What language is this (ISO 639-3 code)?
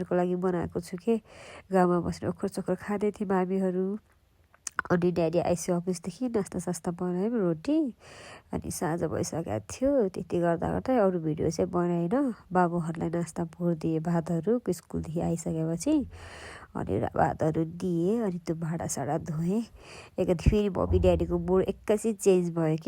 nep